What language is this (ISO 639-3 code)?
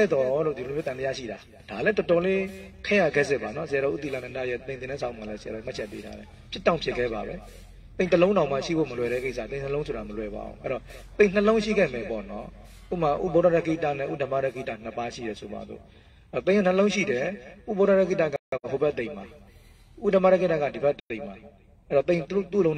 mya